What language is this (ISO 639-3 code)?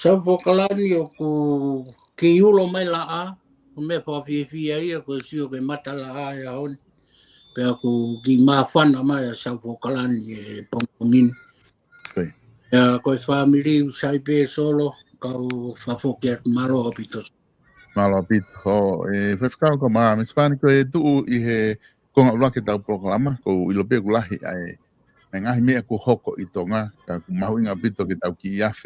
ton